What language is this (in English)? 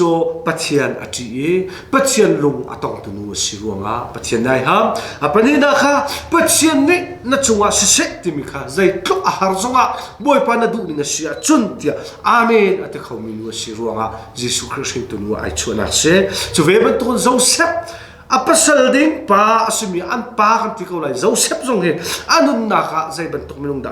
Hakha Chin